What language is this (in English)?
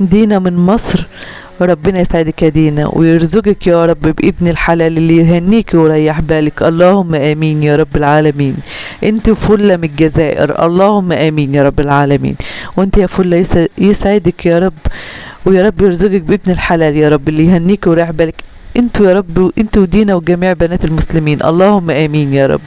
Egyptian Arabic